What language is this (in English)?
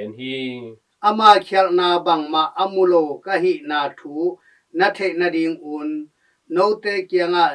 Tedim Chin